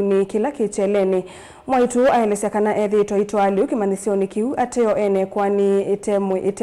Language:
Kamba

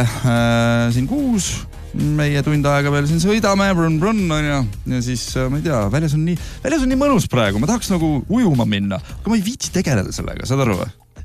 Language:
Estonian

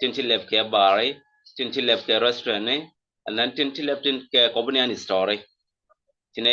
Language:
Nuer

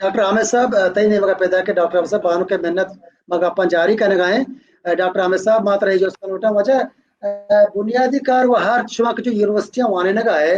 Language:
Baluchi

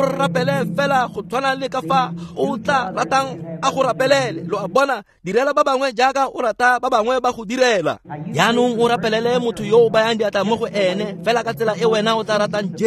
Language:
Tswana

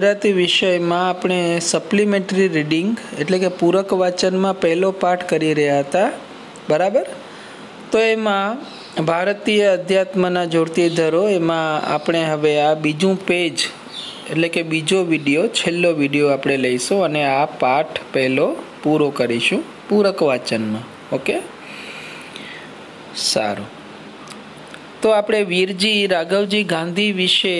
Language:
Gujarati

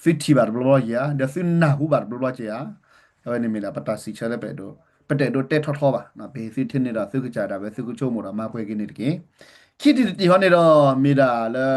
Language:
S'gaw Karen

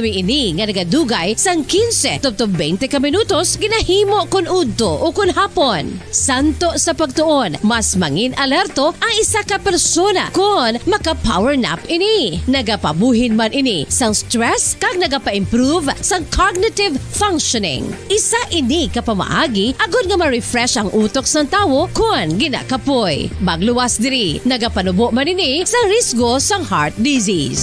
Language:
Hiligaynon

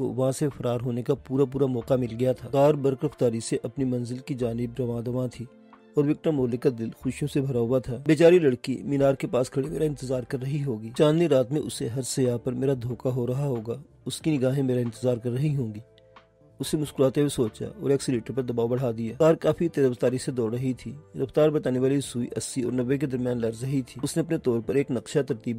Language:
Urdu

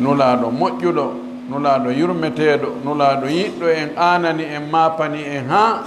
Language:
Fula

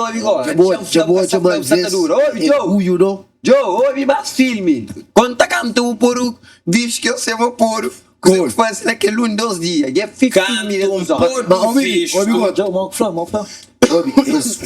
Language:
Kabuverdianu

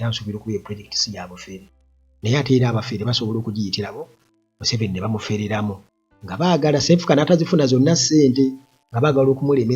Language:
Ganda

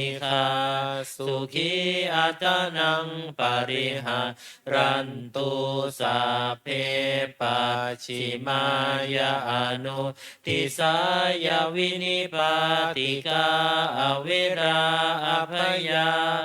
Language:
Pali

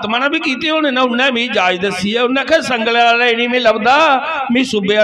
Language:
Dogri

